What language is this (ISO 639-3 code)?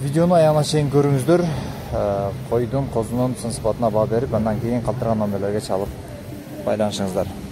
kir